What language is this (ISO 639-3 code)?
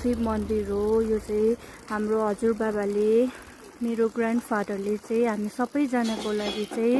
nep